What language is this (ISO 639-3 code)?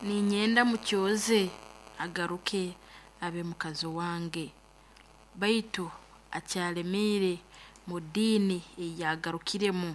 nyo